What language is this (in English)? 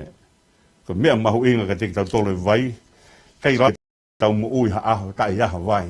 Tongan